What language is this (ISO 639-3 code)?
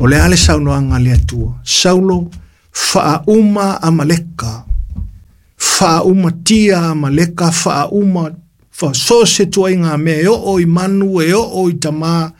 smo